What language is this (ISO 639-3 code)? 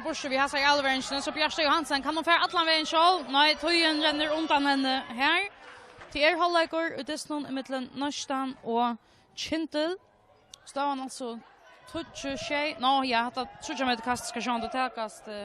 fao